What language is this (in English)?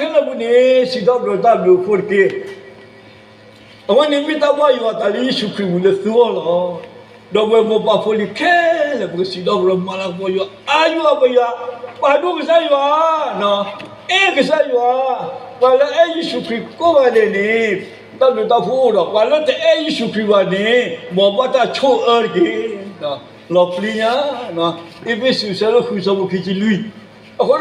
S'gaw Karen